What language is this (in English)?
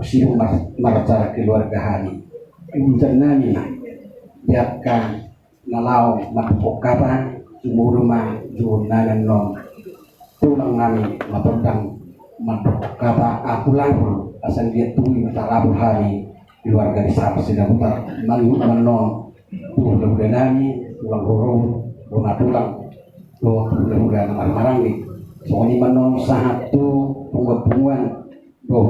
Batak Toba